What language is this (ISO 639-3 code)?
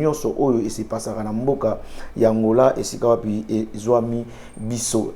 lin